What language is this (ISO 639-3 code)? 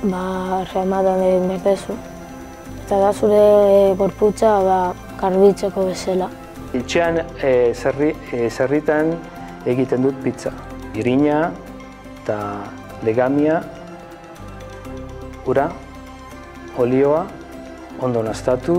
eus